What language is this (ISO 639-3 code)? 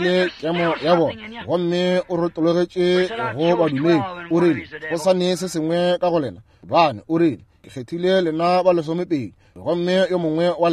nso